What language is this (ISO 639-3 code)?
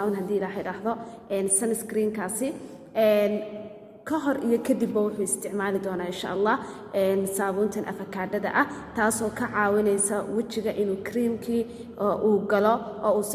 som